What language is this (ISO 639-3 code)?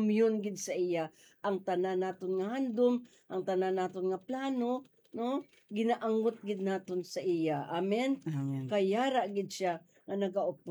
hil